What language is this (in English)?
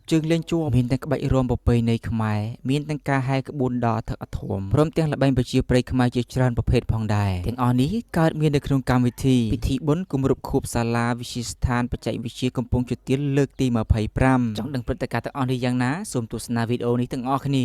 Khmer